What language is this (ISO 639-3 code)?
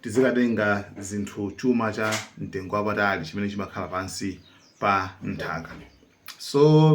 nya